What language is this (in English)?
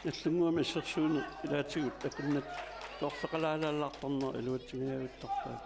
Kalaallisut